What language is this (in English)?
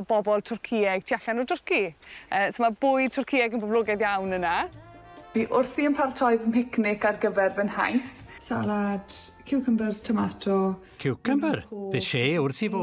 Welsh